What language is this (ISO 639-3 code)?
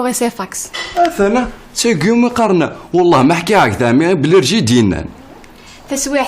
kab